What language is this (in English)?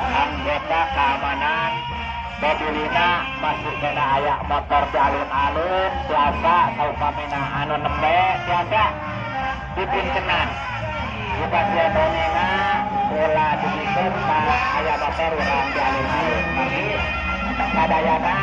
Sundanese